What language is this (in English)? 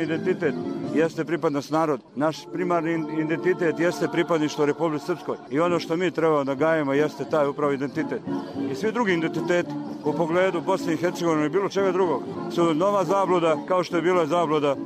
Serbian